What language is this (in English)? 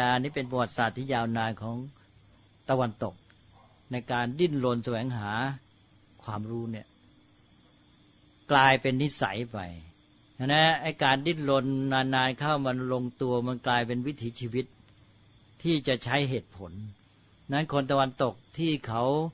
Thai